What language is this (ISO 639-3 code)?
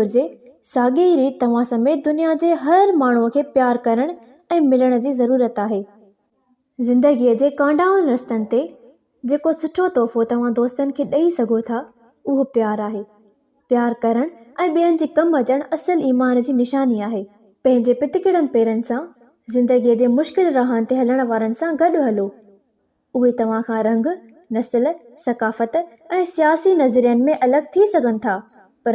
snd